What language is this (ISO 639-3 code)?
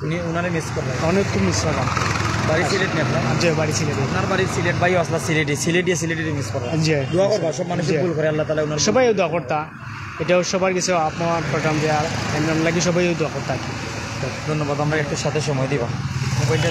syl